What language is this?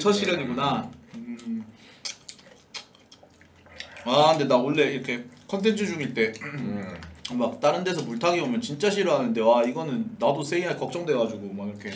Korean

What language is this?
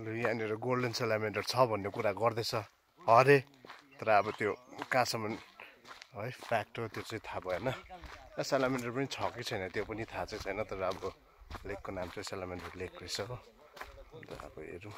Nepali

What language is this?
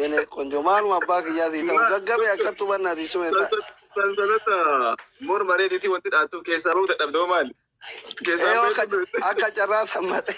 Oromo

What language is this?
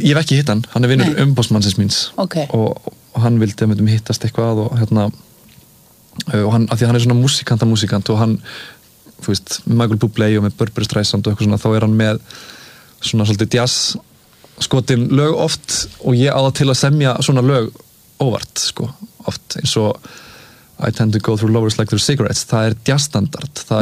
Icelandic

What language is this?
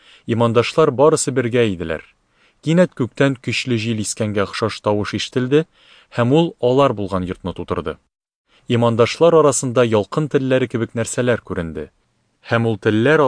Tatar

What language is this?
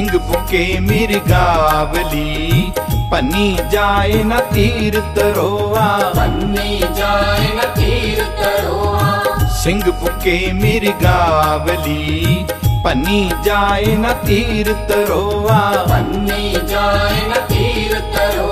Punjabi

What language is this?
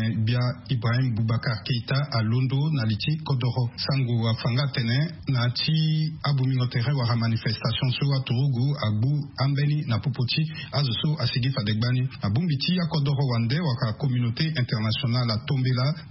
Sango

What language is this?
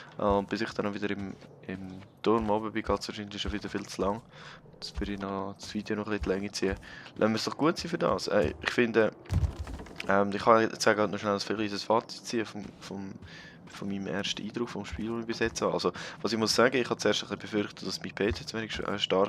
Swiss German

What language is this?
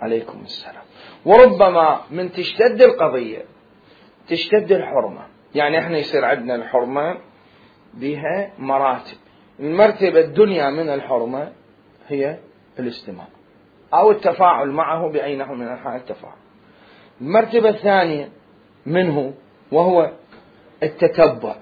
Mesopotamian Arabic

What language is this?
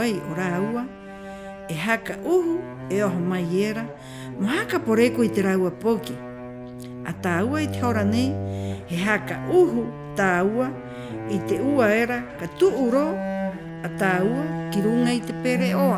Rapanui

